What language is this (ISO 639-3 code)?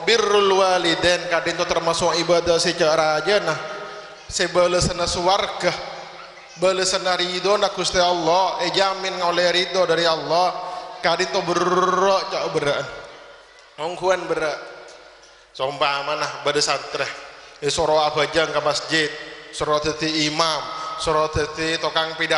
mad